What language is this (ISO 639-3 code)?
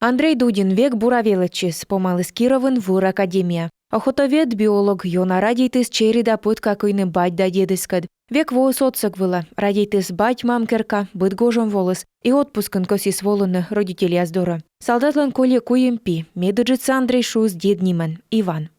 kom